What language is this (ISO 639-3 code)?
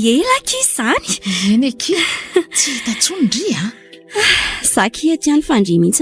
mlg